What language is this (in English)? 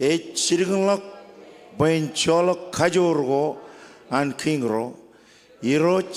Marshallese